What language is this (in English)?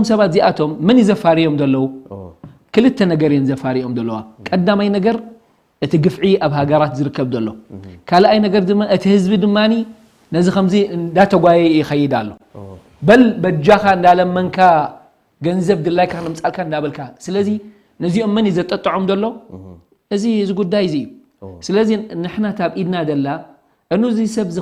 Tigrinya